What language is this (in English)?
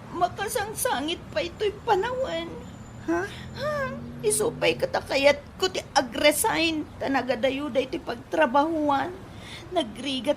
Iloko